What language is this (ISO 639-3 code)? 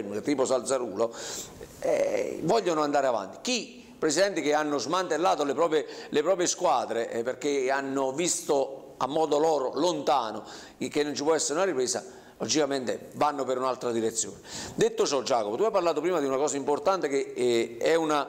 ita